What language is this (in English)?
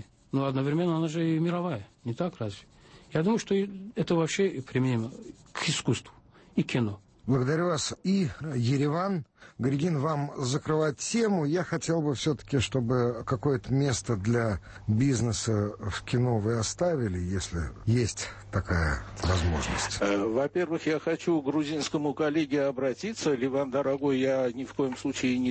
Russian